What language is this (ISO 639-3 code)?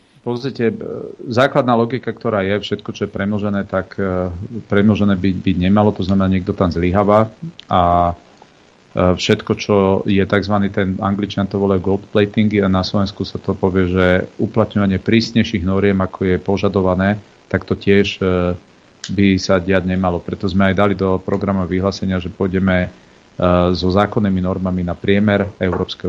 slk